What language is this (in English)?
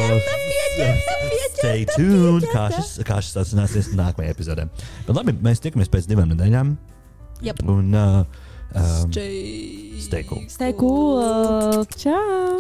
Latvian